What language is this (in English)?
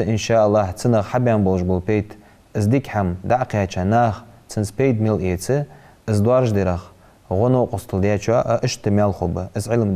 Ingush